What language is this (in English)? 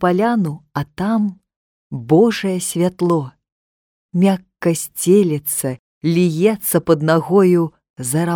Belarusian